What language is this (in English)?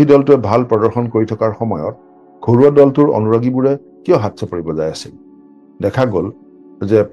Assamese